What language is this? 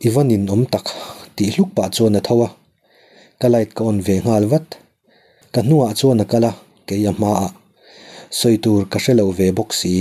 Mizo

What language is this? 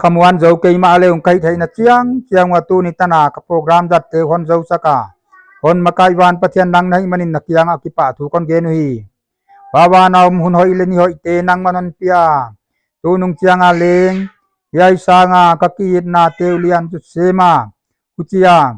Paite Chin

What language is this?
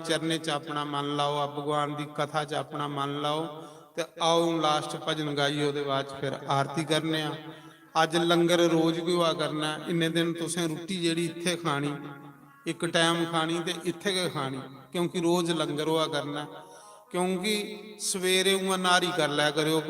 Dogri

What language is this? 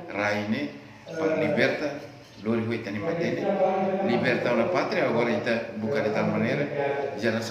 Tetum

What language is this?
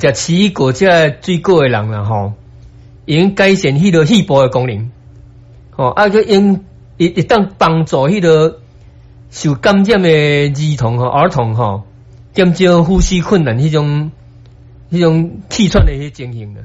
Min Nan Chinese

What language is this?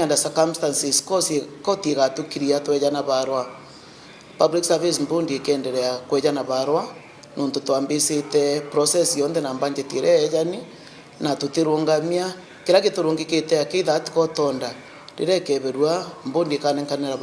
Meru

